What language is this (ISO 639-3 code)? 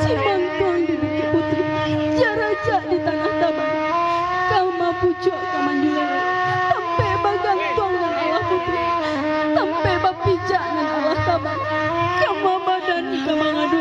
min